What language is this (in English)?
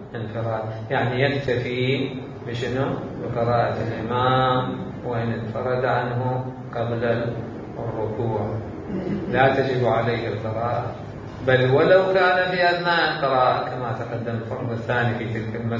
Mesopotamian Arabic